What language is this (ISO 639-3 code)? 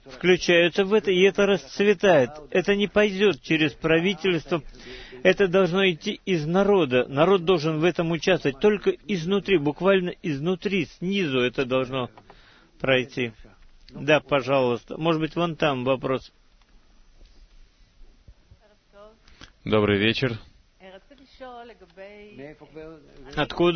rus